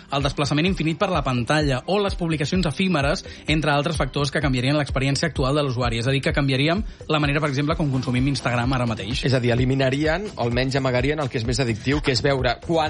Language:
Catalan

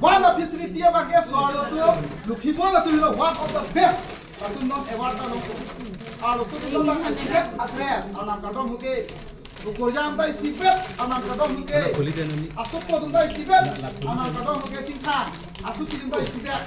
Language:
Karbi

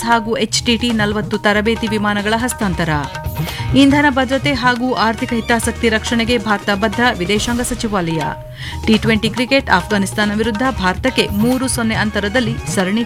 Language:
Kannada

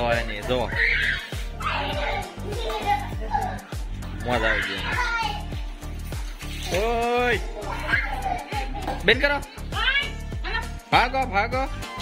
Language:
Gujarati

